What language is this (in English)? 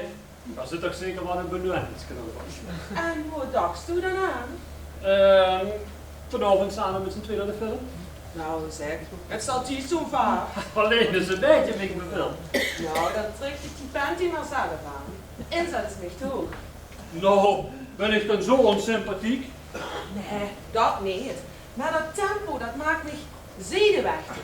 Limburgish